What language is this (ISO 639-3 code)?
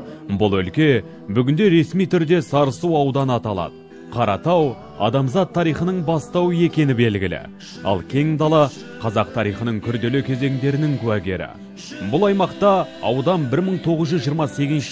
kaz